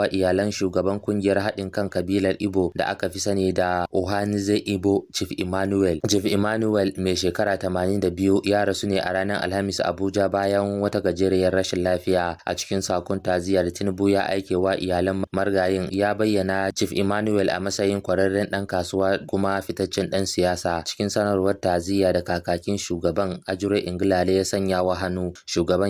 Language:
Hausa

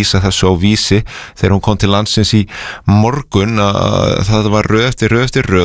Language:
Icelandic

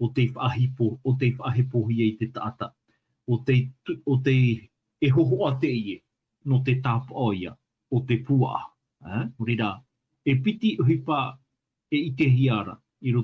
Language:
Tahitian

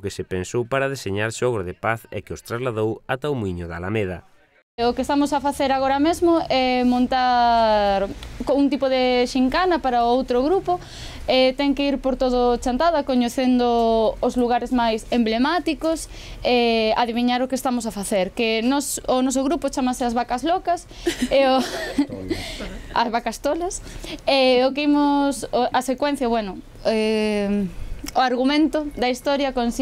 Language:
Galician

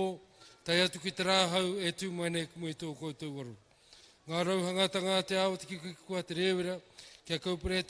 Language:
Māori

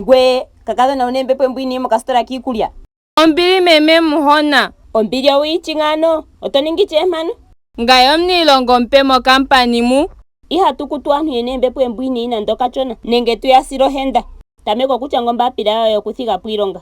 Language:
Ndonga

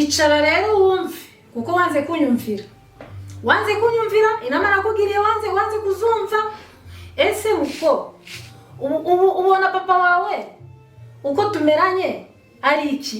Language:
Kinyarwanda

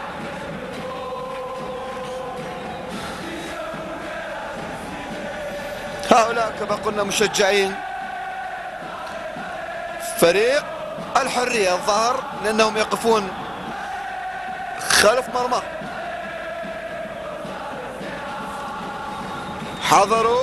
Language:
Arabic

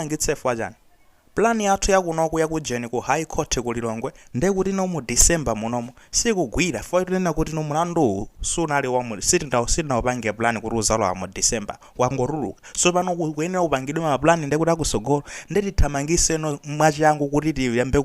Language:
Nyanja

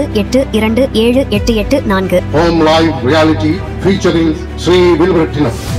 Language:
Tamil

